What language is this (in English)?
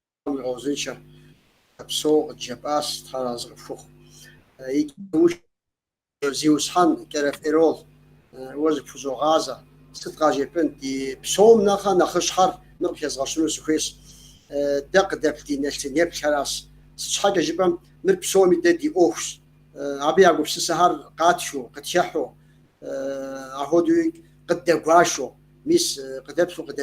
Kabardian